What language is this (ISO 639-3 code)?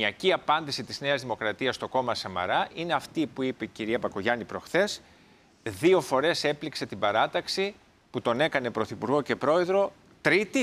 ell